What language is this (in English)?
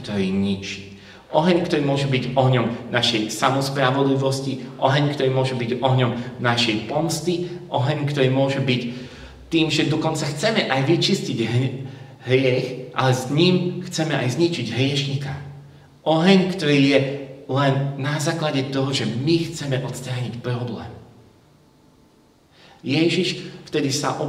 Slovak